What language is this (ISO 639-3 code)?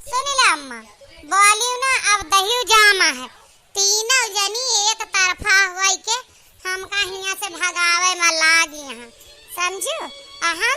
awa